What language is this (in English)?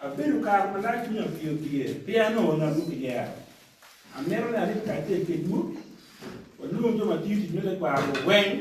Acoli